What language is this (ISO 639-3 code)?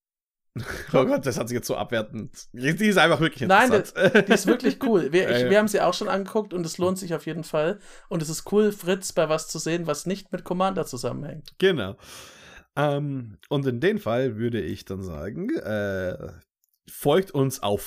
deu